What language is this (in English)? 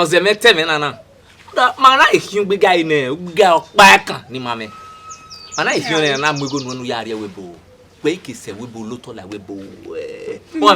Bini